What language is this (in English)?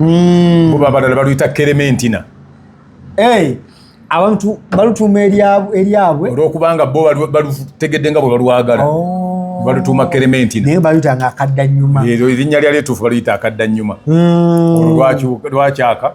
Ganda